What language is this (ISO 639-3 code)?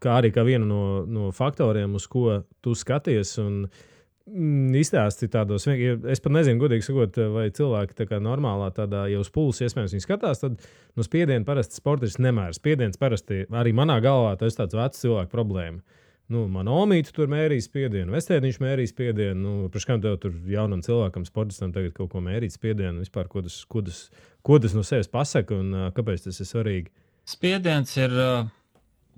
lav